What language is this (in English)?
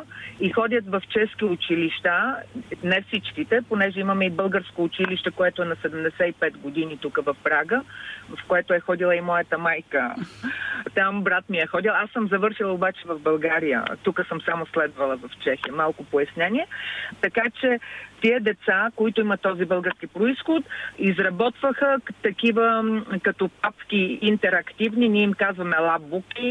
Bulgarian